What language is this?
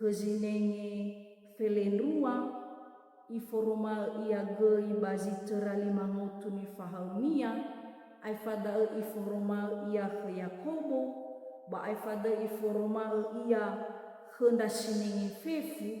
Nias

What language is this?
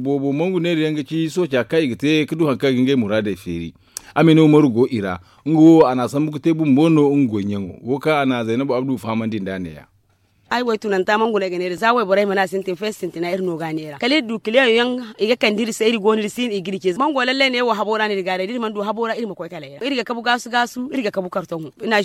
Zarma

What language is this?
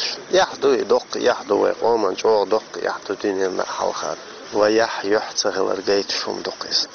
Chechen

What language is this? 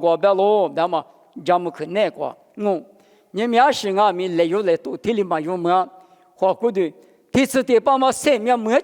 Lisu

